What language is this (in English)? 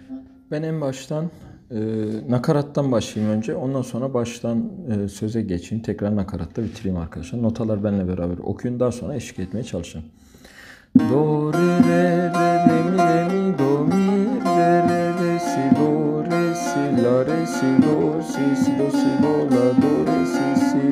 Turkish